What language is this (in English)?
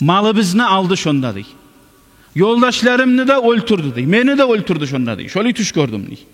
Kumyk